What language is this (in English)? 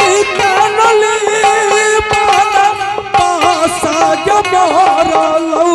Angika